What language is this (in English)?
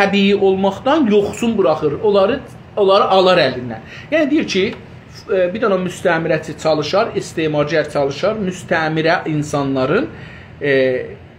South Azerbaijani